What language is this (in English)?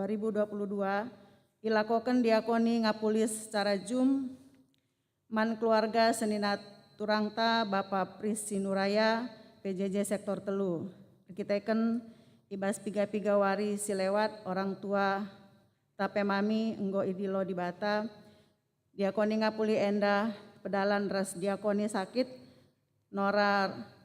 Batak Karo